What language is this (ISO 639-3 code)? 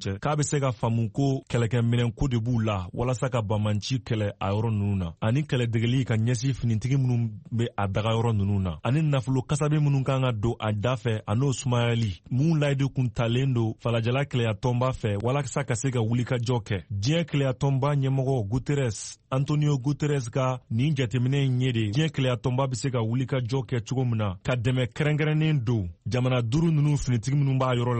bam